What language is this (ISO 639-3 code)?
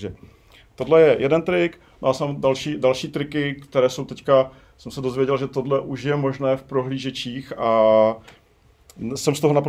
ces